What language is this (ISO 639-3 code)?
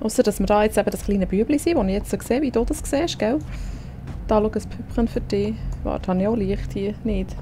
gsw